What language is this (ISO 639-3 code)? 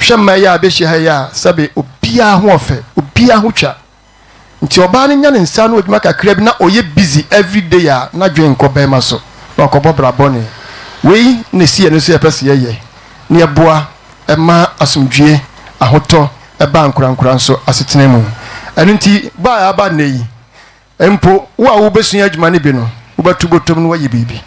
aka